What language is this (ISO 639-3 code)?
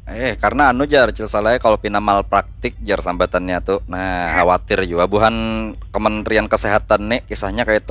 bjn